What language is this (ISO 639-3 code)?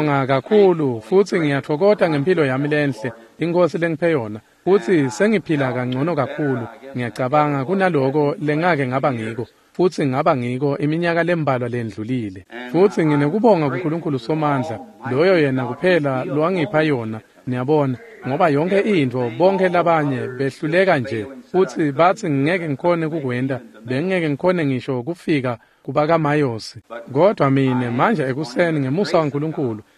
ssw